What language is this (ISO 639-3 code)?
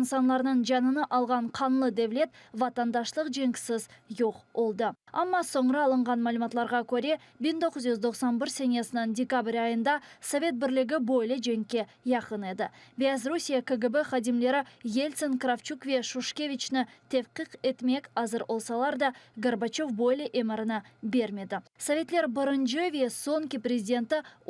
crh